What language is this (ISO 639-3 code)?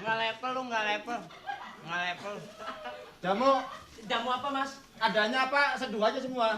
bew